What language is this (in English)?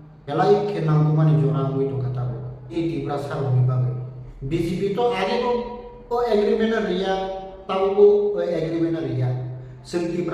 Kok Borok